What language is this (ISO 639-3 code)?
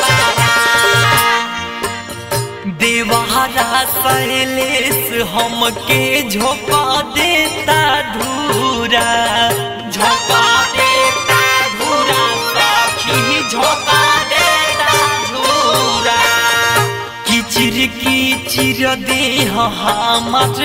bho